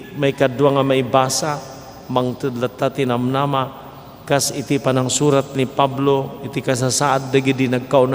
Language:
Iloko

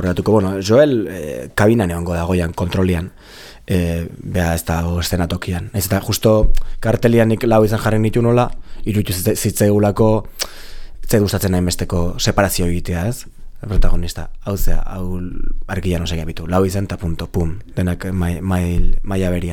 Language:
Basque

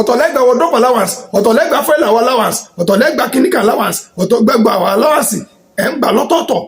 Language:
Yoruba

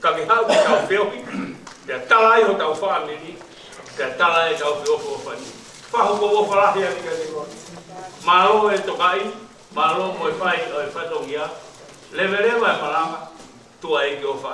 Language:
Tongan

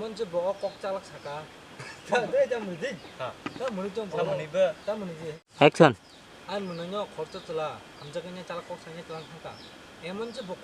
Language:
Kok Borok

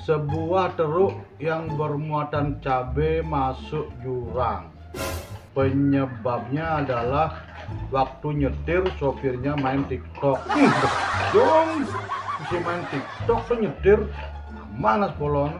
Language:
Balinese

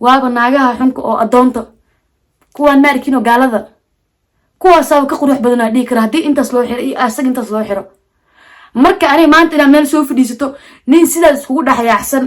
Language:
Somali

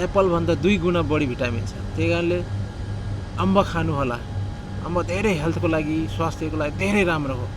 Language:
Nepali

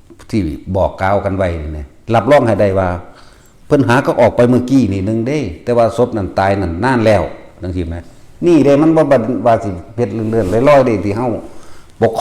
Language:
Northeastern Thai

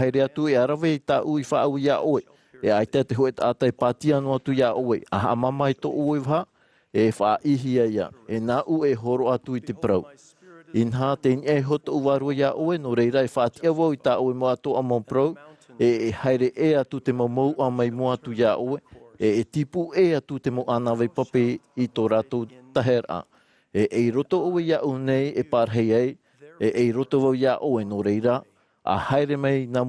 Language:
Tahitian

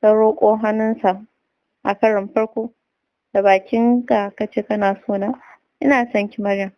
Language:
Hausa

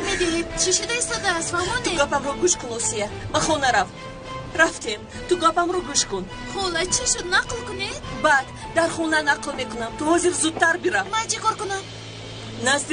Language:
Tajik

